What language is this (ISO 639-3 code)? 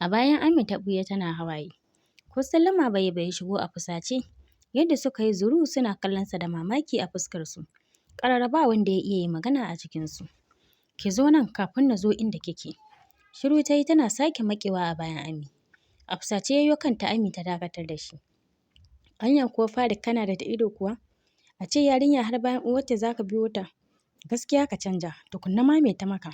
hau